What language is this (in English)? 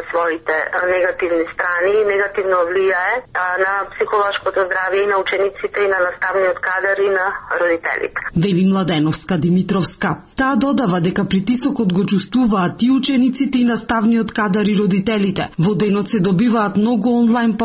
Macedonian